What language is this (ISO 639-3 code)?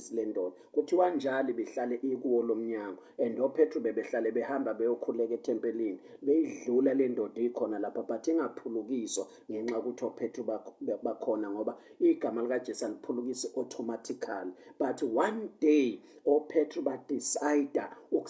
zul